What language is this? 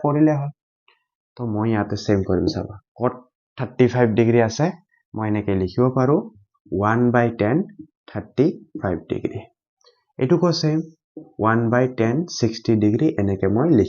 Assamese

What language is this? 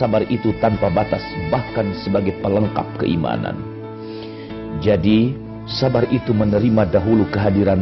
Indonesian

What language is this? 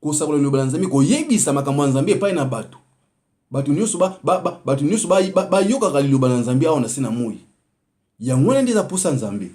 Lingala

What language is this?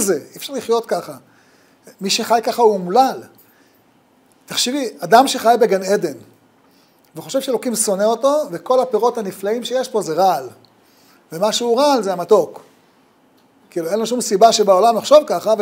Hebrew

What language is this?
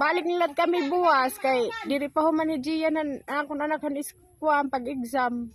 Waray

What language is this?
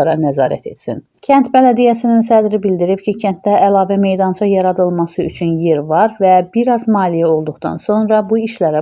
Azerbaijani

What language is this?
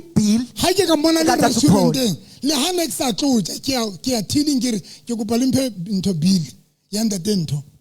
Southern Sotho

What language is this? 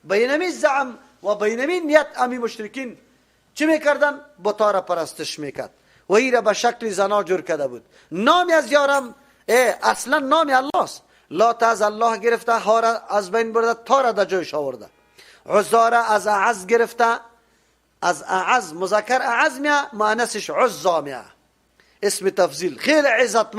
Persian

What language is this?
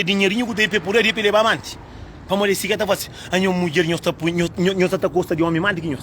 Kabuverdianu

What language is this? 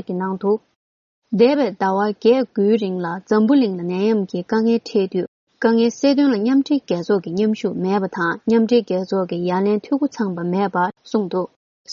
Tibetan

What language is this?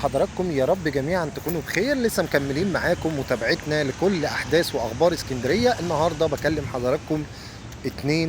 Egyptian Arabic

